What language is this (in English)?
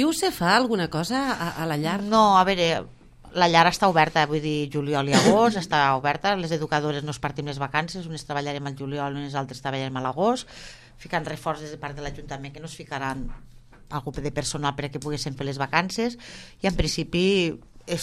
Catalan